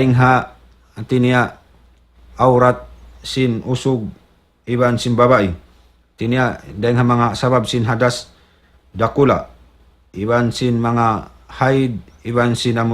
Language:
Tausug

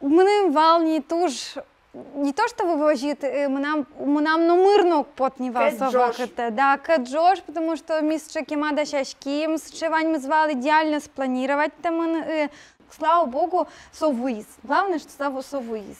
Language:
Udmurt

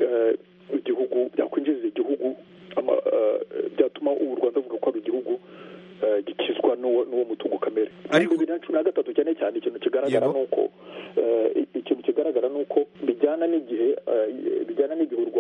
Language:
Kinyarwanda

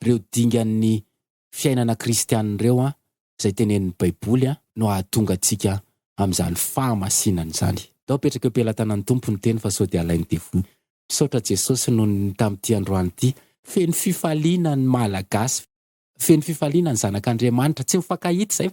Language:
Malagasy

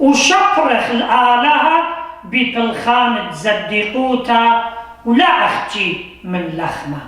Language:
Assyrian Neo-Aramaic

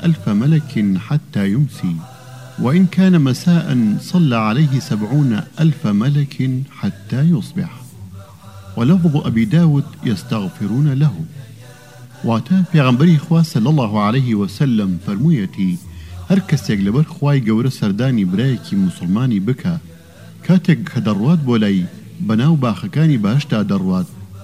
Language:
Central Kurdish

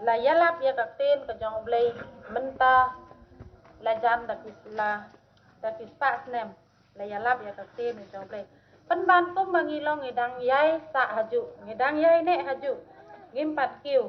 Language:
Khasi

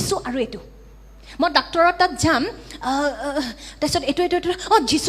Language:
Assamese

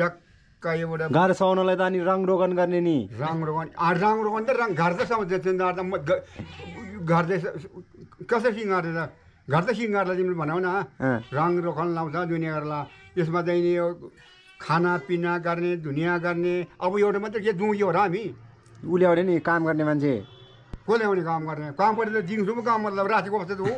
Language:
Nepali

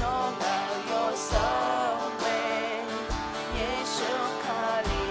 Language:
Akha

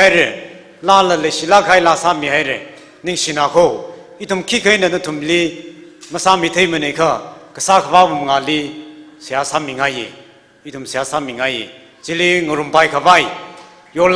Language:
Tangkhul Naga (India)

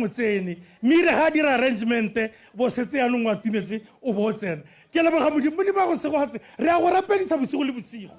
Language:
Tswana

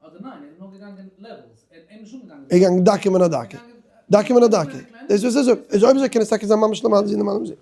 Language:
Yiddish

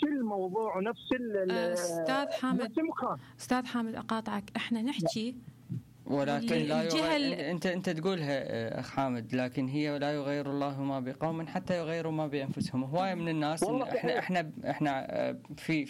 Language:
Mesopotamian Arabic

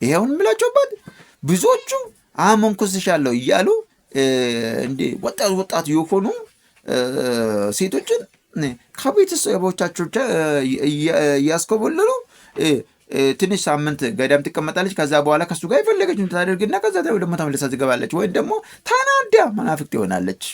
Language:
Amharic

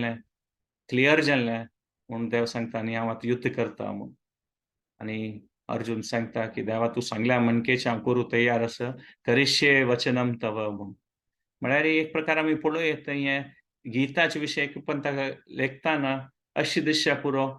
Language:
Konkani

